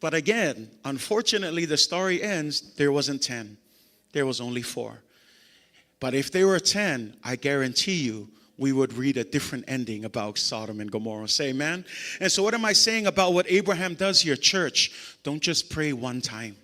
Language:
Samoan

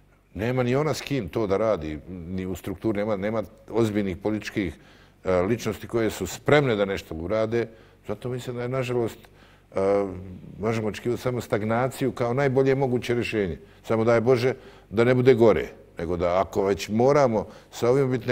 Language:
Serbian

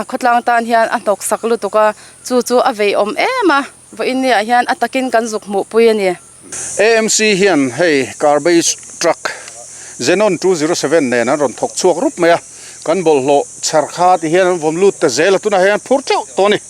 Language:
Mizo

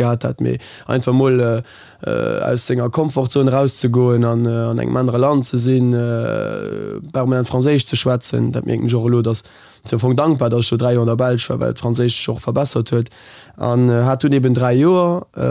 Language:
Luxembourgish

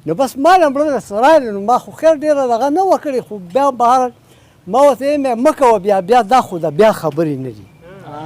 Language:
Pashto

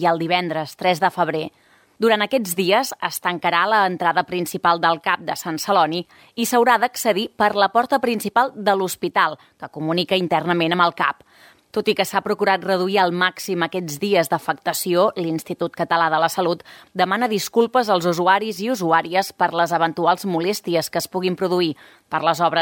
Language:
Catalan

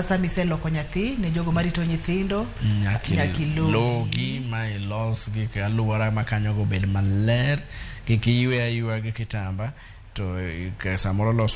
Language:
Luo (Kenya and Tanzania)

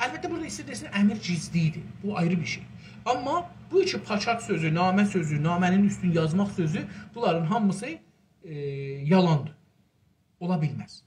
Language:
South Azerbaijani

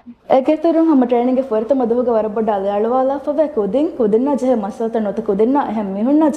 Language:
Divehi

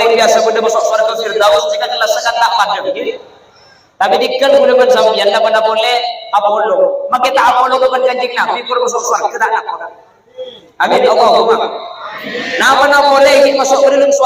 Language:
Madurese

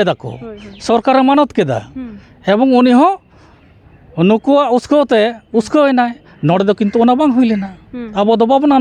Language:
Santali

